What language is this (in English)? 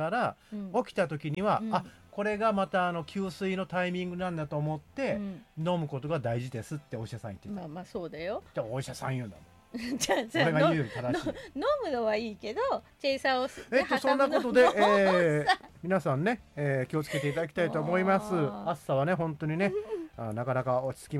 Japanese